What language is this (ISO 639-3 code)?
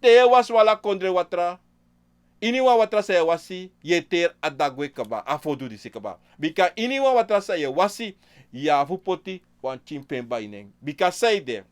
srn